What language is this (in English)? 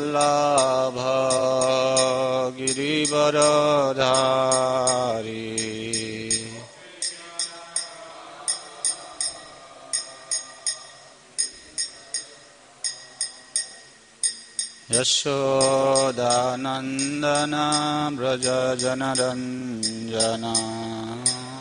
English